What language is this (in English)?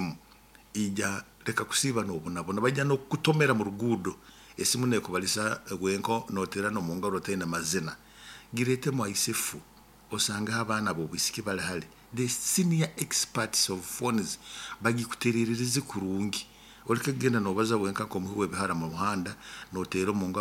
Nyoro